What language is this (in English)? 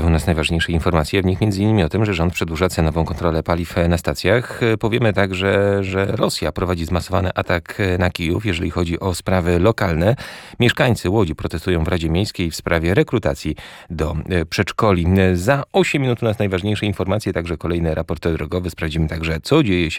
Polish